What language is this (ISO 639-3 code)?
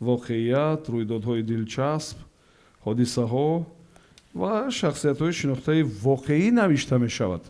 tgk